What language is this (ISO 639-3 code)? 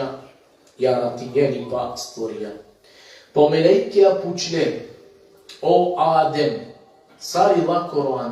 rmn